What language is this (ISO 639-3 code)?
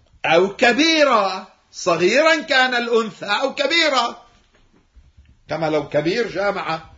ara